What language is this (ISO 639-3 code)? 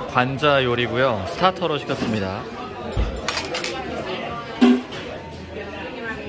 kor